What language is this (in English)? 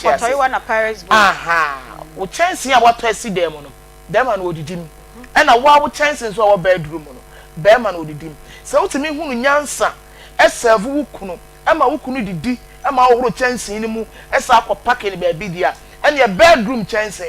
Akan